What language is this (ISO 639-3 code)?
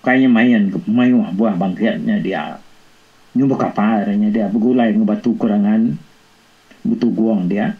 iba